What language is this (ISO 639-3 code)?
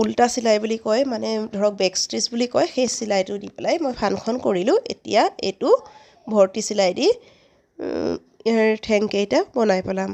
asm